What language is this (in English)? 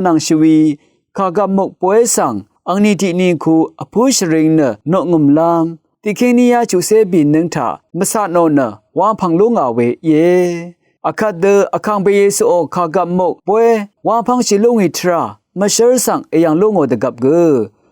Rawang